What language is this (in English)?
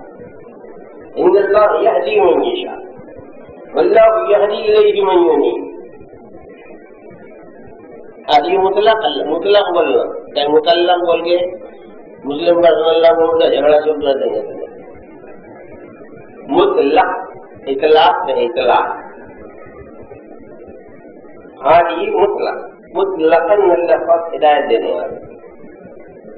Urdu